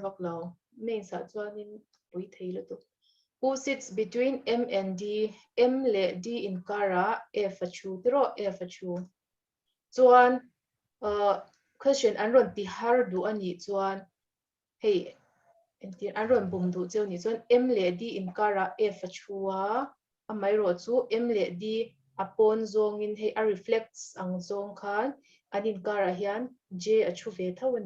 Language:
Mizo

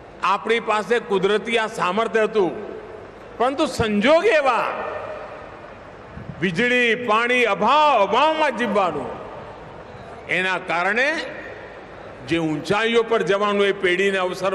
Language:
Gujarati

